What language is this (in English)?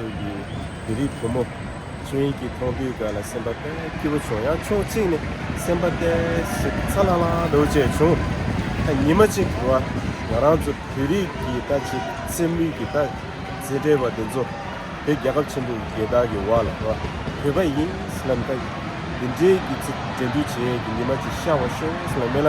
Tibetan